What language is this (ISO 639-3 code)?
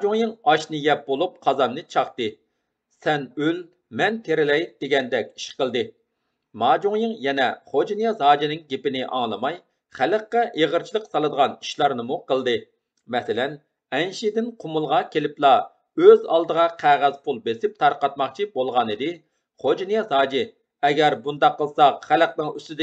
uig